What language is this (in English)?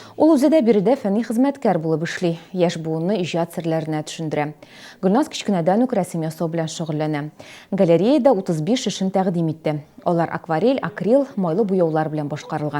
Tatar